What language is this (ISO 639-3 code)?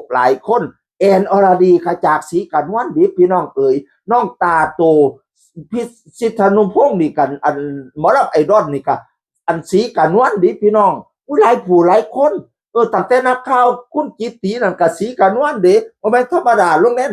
tts